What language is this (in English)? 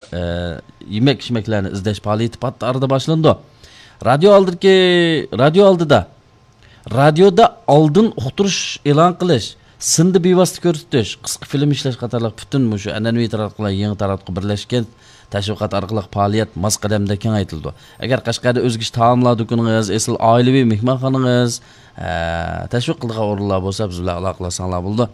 Uyghur